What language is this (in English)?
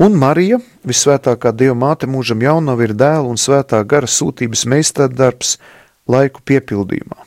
Latvian